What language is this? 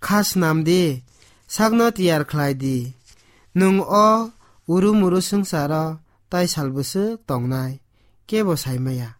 Kok Borok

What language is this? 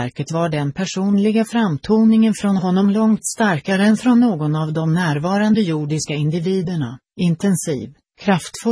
Swedish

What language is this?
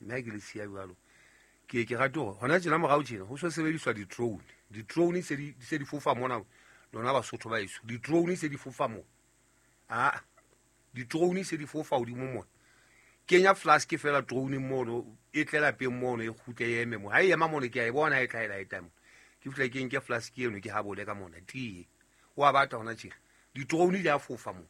Southern Sotho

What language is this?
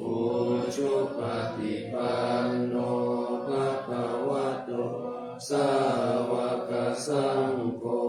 Pali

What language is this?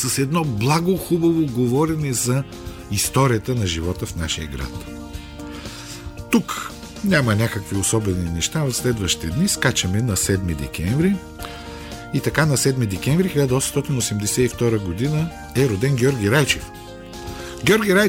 Bulgarian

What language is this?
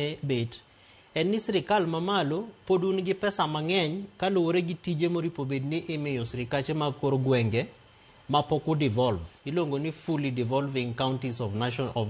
Luo (Kenya and Tanzania)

